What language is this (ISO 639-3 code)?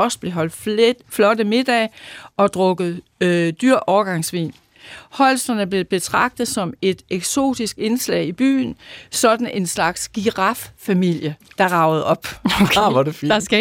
dan